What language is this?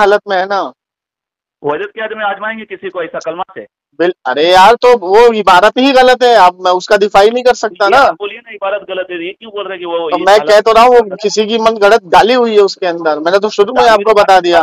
Urdu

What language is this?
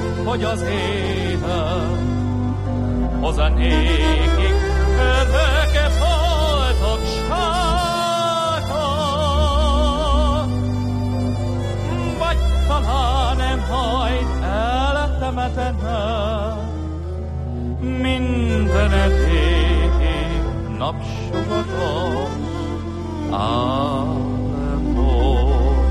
Hungarian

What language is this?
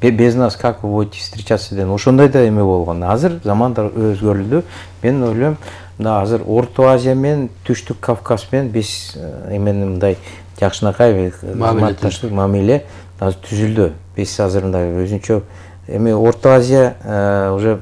Kyrgyz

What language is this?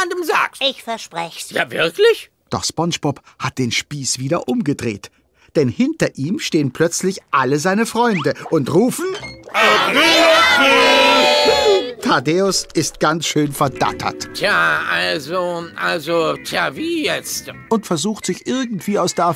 German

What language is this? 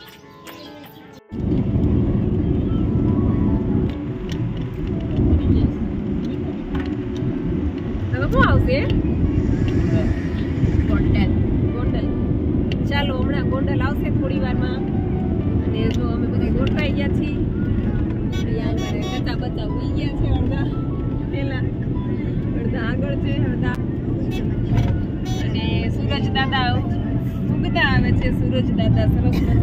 Gujarati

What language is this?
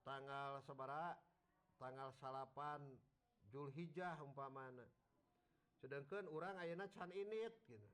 Sundanese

